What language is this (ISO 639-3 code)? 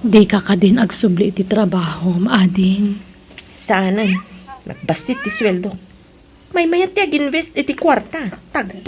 ilo